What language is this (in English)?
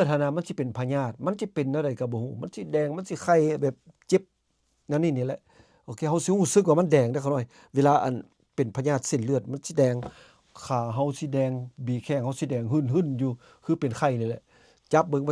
Lao